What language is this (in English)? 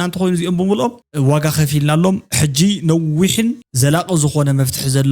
Tigrinya